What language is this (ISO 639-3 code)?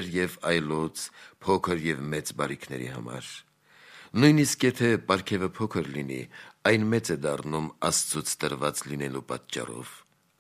hye